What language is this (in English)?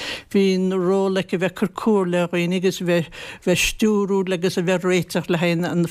Irish